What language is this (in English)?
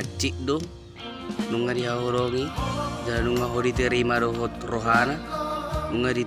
Batak Toba